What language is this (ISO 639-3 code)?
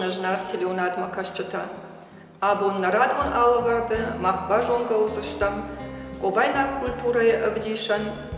oss